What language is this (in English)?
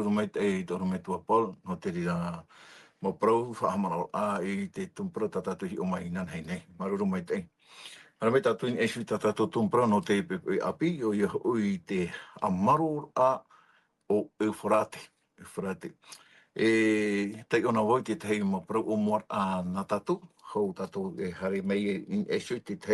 Tahitian